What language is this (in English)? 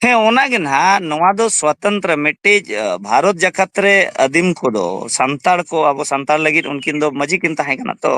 Santali